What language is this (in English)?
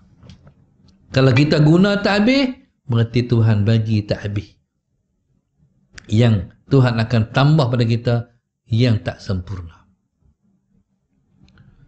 Malay